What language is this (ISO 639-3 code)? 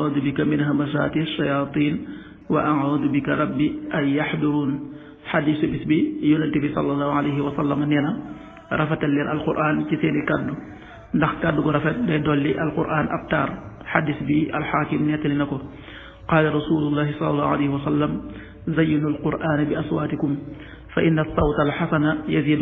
wol